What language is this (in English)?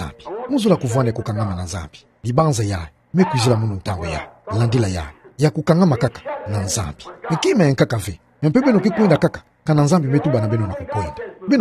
Kituba (Democratic Republic of Congo)